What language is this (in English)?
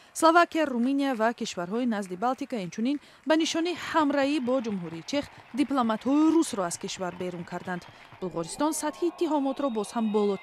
Tajik